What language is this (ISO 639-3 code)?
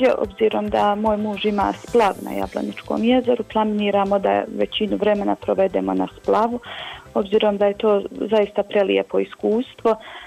bos